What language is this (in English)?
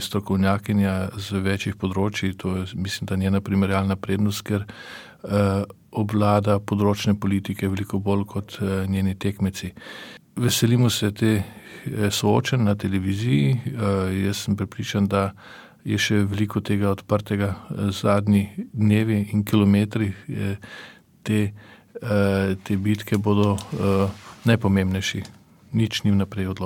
Slovenian